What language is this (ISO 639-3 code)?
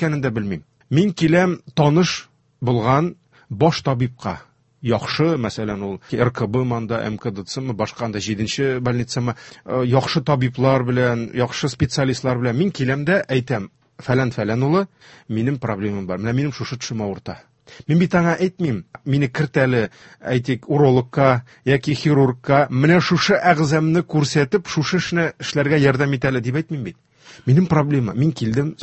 tat